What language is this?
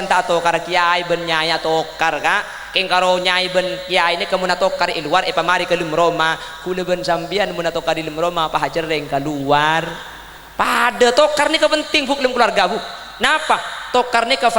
Madurese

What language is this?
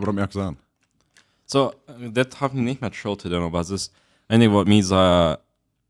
Plautdietsch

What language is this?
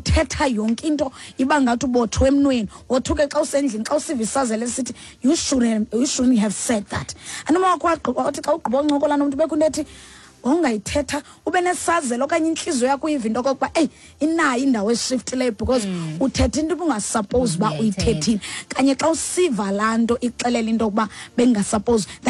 Xhosa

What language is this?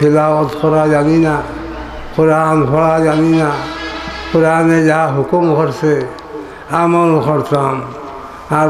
Sylheti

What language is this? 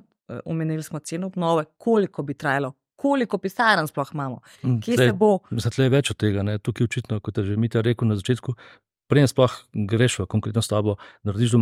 Slovenian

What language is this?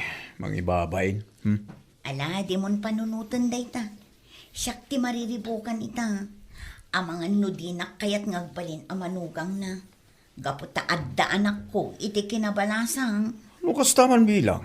Iloko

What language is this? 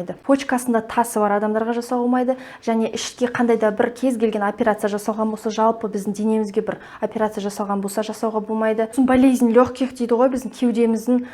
Kazakh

